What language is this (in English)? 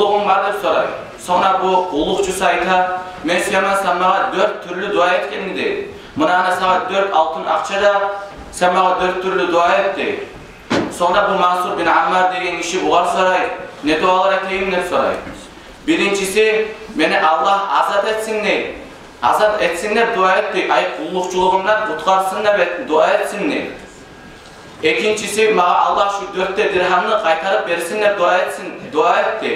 Kumyk